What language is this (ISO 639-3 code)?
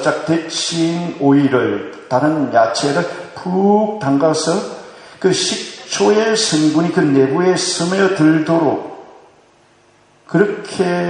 kor